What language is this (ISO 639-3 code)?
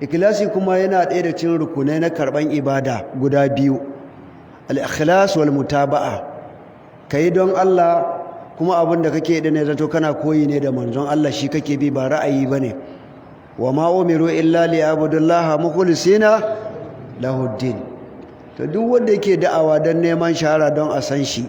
hau